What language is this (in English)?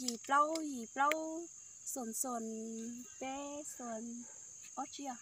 Hmong